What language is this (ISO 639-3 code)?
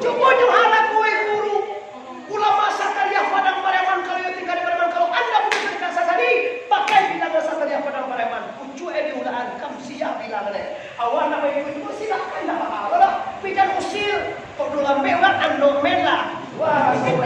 min